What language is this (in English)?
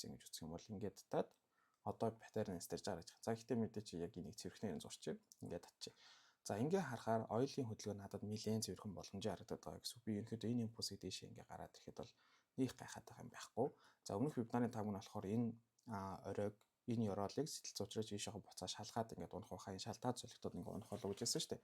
Mongolian